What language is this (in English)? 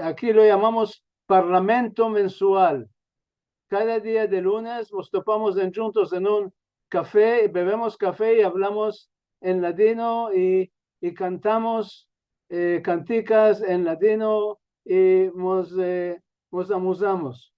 Ladino